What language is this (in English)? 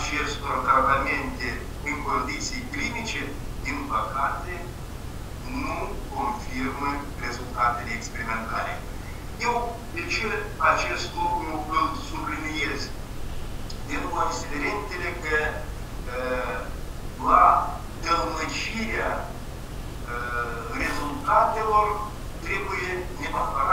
Romanian